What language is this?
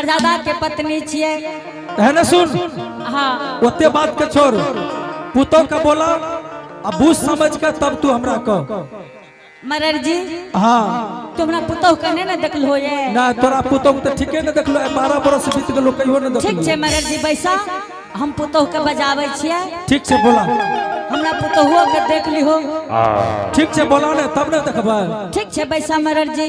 Angika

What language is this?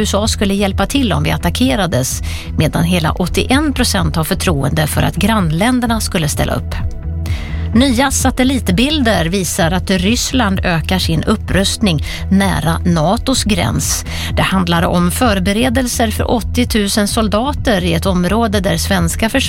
Swedish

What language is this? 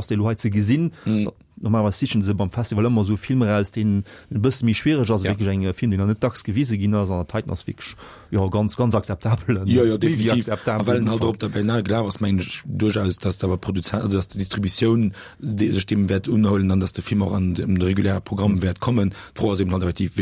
Luxembourgish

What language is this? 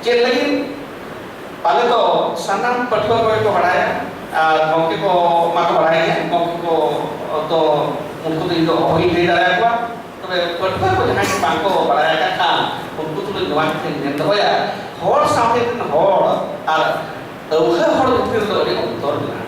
Santali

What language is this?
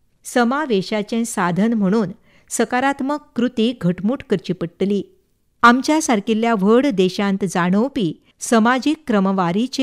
Konkani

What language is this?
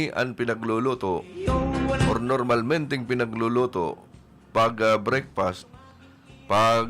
Bikol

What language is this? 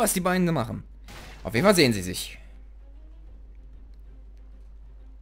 German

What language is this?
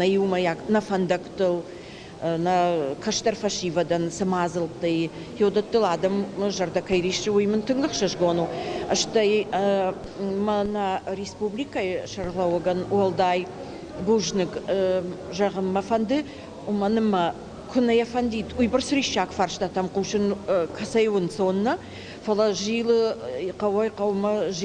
Ossetic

